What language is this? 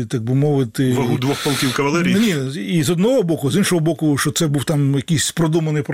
Ukrainian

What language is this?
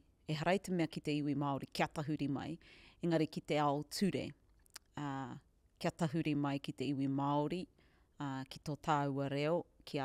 Māori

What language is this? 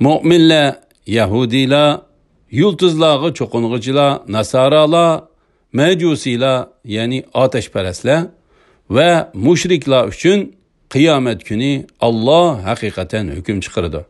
Uyghur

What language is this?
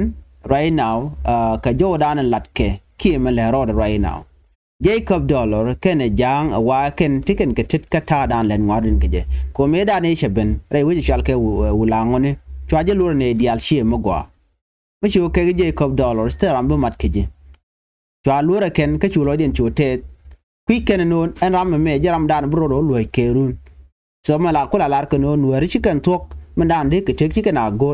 Nuer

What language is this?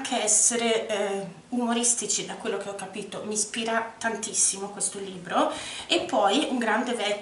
Italian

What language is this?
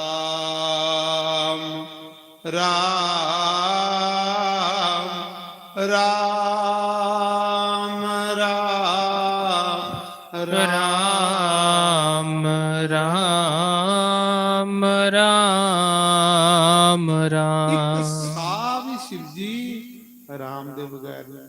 Dogri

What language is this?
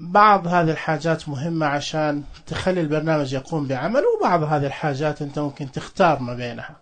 Najdi Arabic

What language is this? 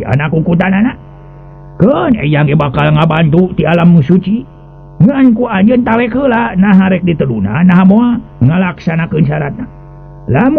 Sundanese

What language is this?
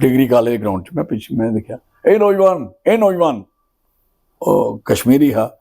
Dogri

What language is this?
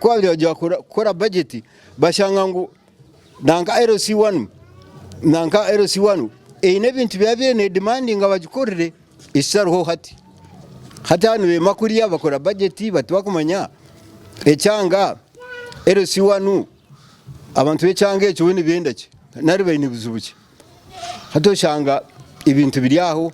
Nyankole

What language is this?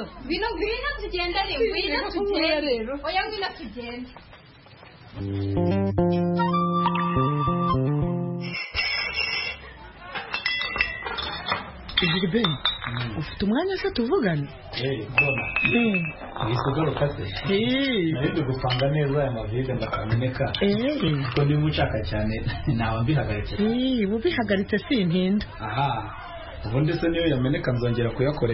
Kinyarwanda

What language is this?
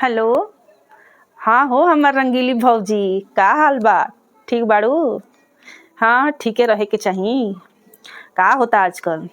Bhojpuri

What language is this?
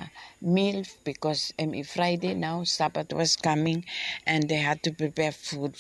Bislama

